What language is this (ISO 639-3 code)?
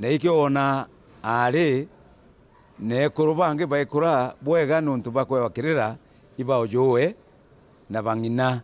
mer